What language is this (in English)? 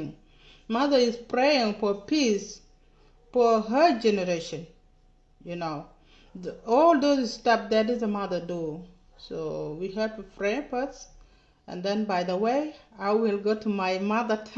Nuer